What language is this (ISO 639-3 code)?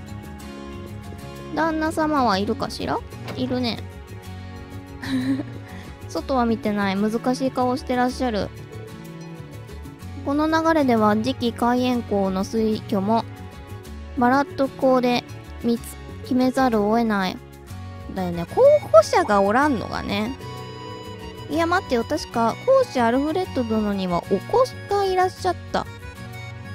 jpn